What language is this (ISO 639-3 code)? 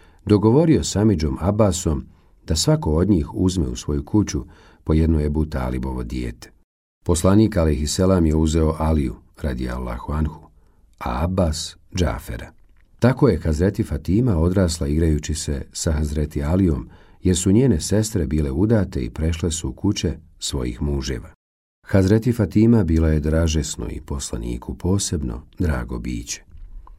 bos